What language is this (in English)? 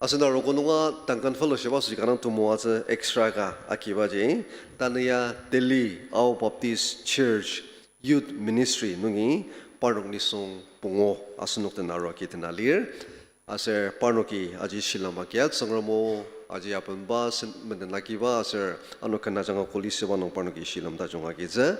Ao Naga